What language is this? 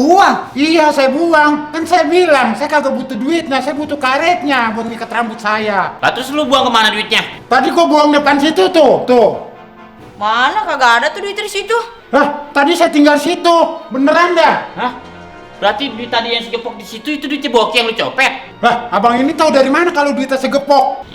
Betawi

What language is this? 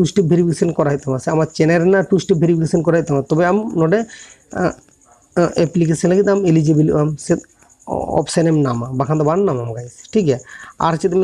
Santali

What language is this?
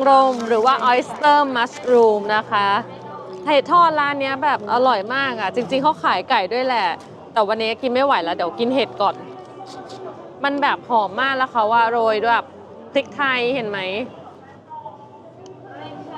Thai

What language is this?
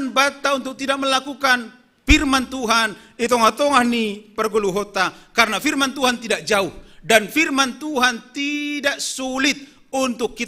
Batak Simalungun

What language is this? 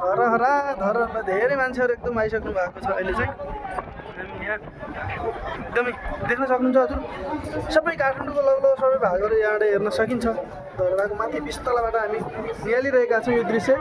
Nepali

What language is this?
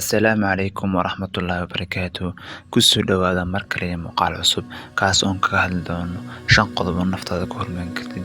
Somali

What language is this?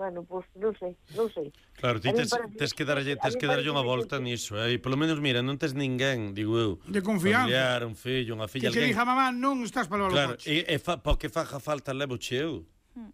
Galician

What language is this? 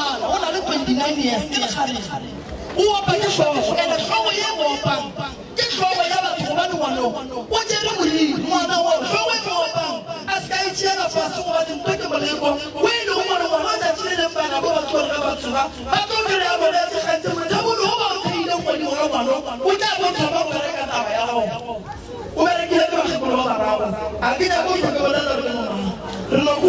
Northern Sotho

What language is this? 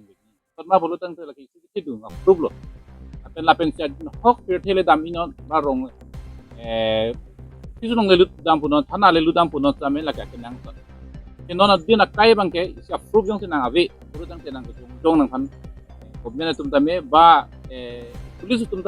Karbi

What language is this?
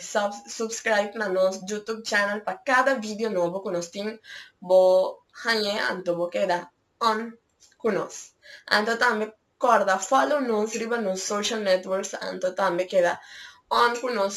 Papiamento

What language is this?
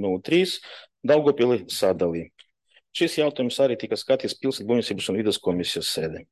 Latvian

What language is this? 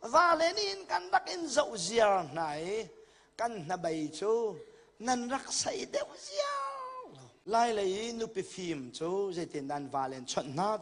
Hakha Chin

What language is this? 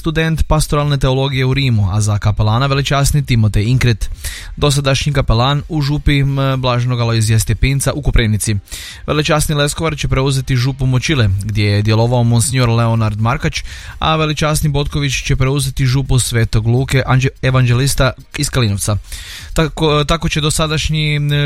Croatian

